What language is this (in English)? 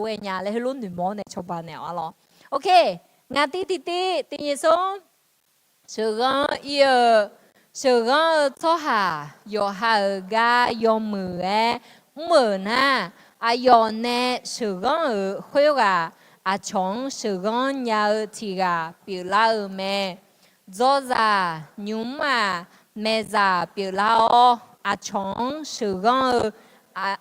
Akha